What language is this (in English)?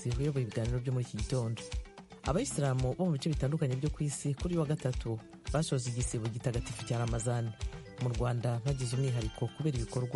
Kinyarwanda